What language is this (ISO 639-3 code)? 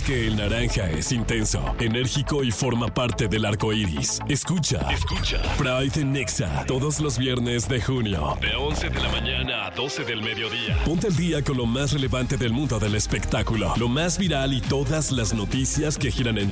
spa